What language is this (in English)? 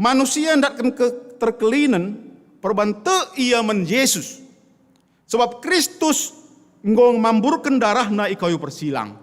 Batak Karo